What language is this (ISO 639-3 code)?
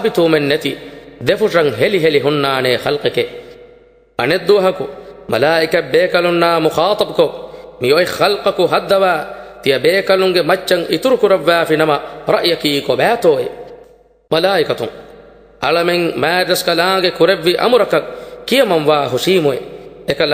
div